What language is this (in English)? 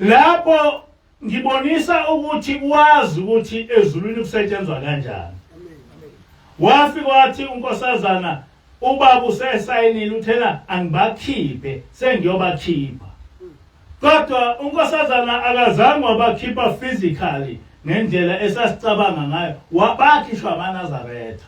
Zulu